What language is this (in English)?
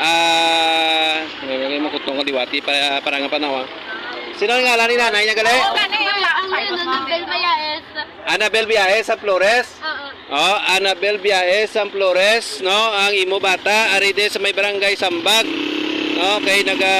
Hiligaynon